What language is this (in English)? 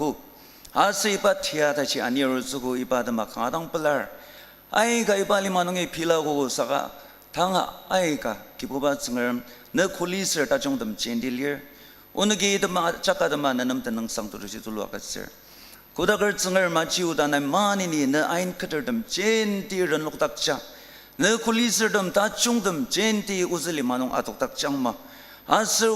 Ao Naga